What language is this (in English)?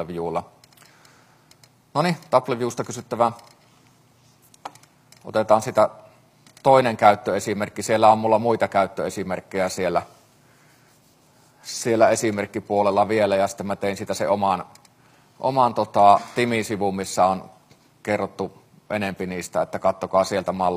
Finnish